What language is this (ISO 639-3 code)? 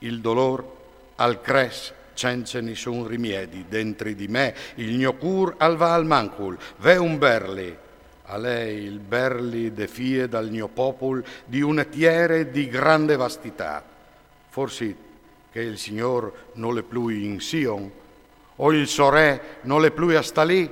fur